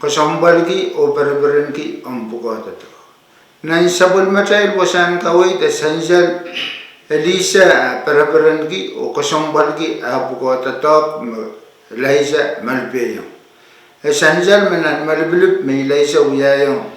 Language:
Pohnpeian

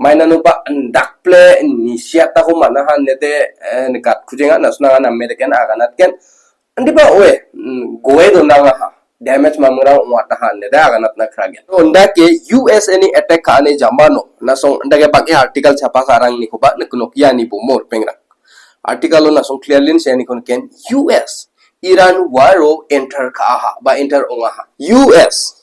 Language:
Garo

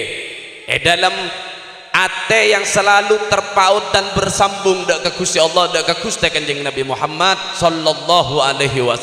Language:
Madurese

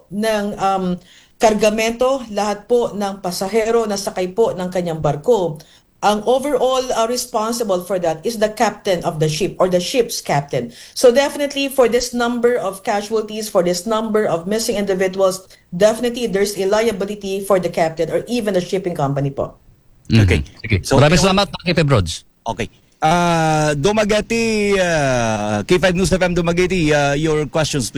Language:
Filipino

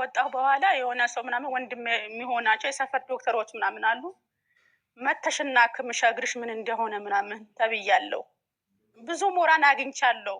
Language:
Amharic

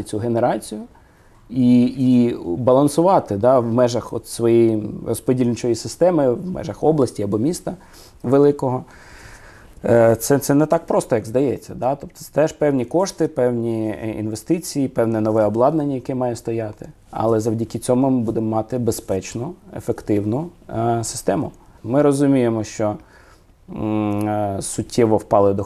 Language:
Ukrainian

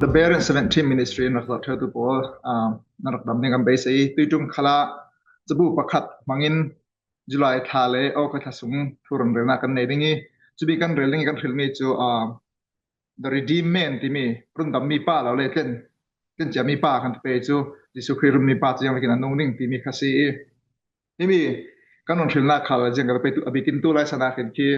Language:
Falam Chin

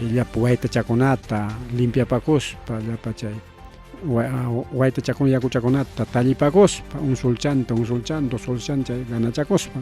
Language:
Ayacucho Quechua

